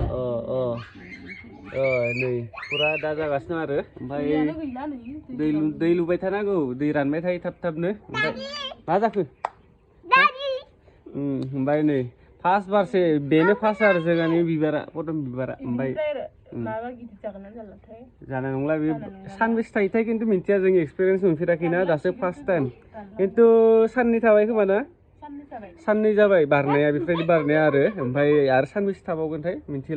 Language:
Bodo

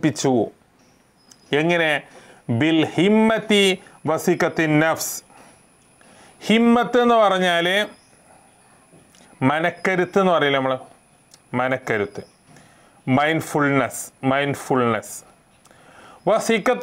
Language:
Malayalam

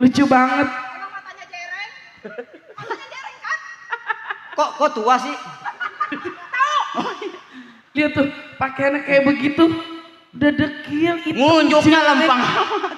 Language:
Betawi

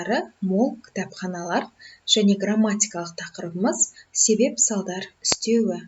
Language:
Kazakh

